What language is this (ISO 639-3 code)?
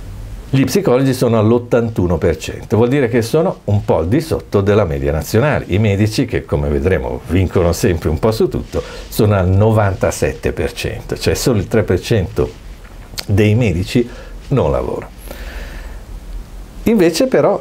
ita